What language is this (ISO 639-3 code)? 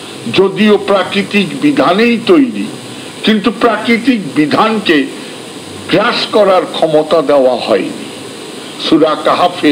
ben